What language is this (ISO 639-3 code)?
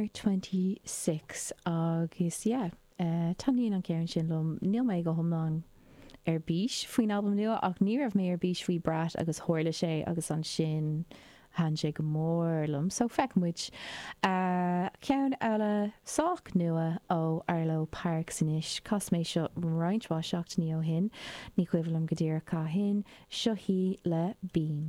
gle